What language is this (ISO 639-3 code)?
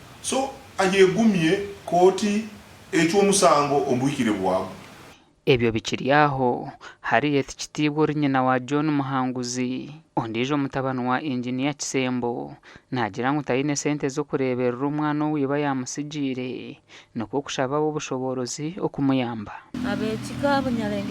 nyn